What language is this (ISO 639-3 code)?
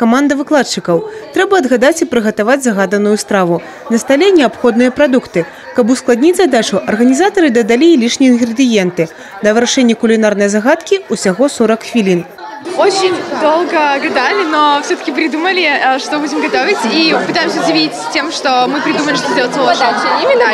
bel